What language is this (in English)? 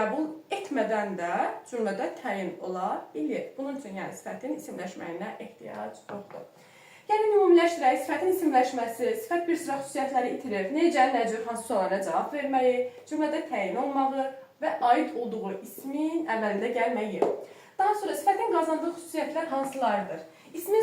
Azerbaijani